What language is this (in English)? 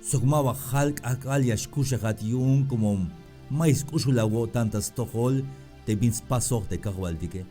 Tzeltal